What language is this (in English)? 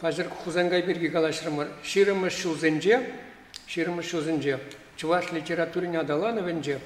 Chuvash